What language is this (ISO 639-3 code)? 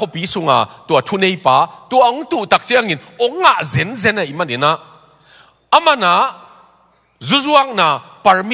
ctd